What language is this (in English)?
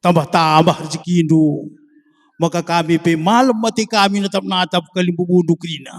Batak Karo